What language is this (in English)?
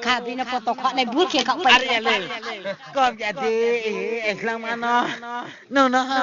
Riang (India)